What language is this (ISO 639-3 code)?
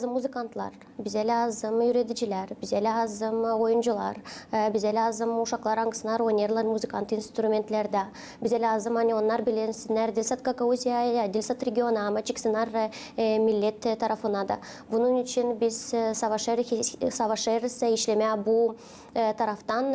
gag